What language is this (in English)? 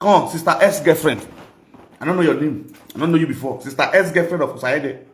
Nigerian Pidgin